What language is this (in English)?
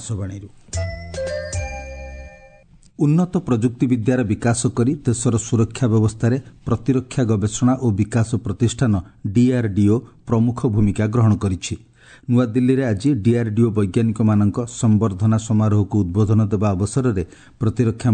Odia